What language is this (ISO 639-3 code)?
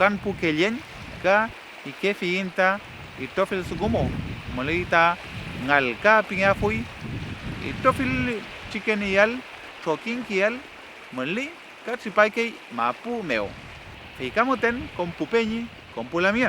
arn